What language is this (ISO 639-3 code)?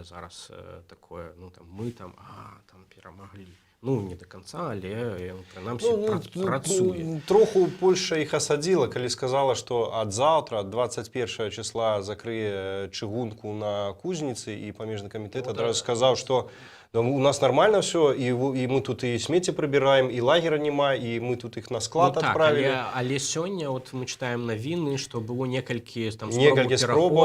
bel